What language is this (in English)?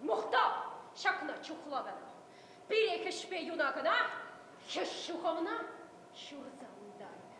Chuvash